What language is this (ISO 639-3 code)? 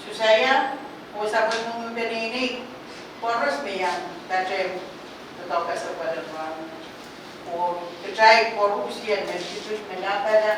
pon